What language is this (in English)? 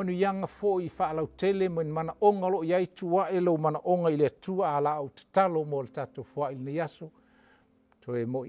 Samoan